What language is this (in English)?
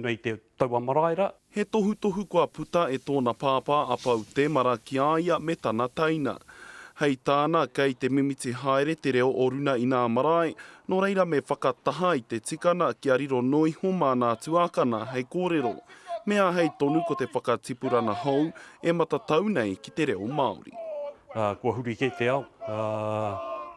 Māori